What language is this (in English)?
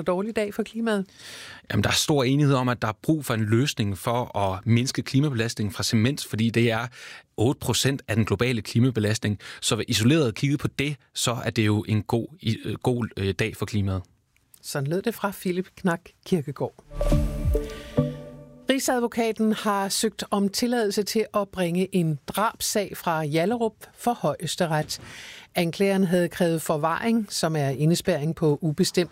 Danish